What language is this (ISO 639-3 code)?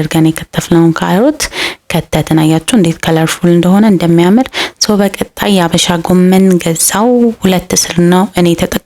amh